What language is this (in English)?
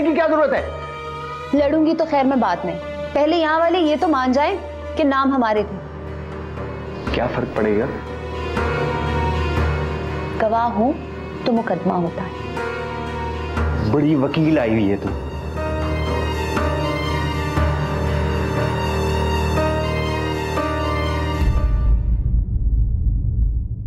Hindi